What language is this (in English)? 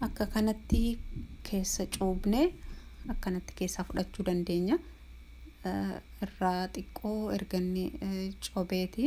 Oromo